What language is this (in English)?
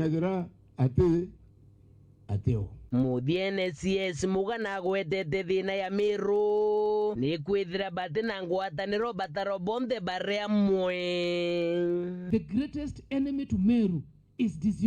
Meru